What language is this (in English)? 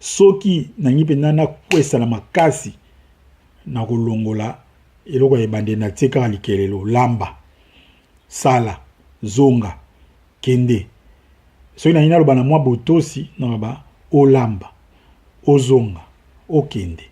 Lingala